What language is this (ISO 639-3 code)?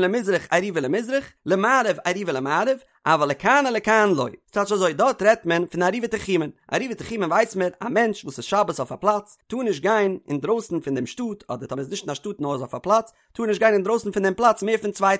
yid